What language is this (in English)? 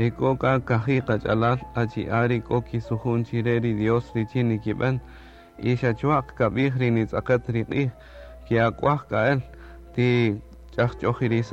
Kaqchikel